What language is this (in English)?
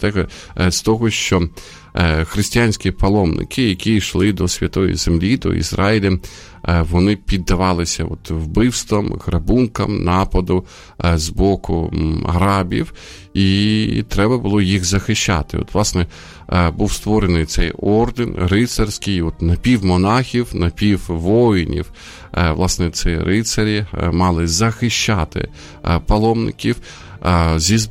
Ukrainian